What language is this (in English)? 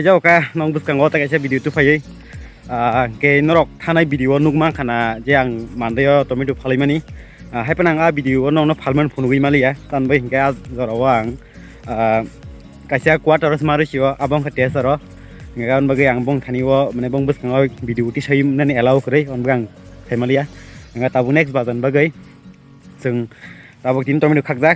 Kok Borok